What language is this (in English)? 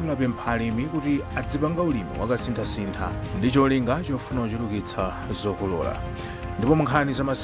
Nyanja